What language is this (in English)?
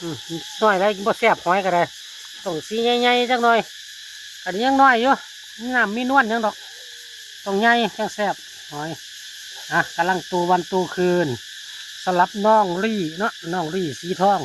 Lao